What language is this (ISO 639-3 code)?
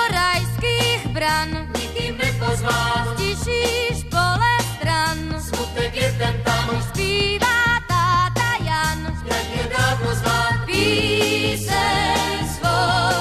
ces